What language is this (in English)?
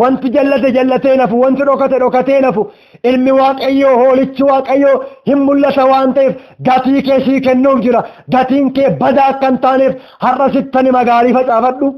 Oromo